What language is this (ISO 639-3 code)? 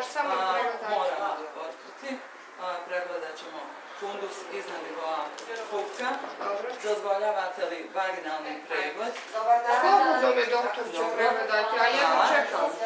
bos